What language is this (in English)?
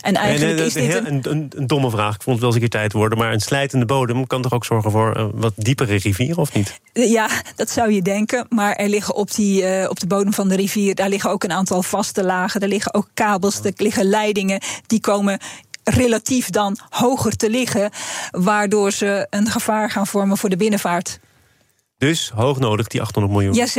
Dutch